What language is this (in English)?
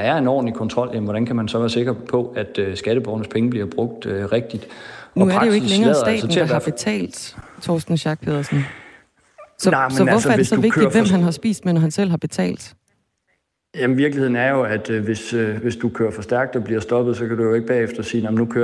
Danish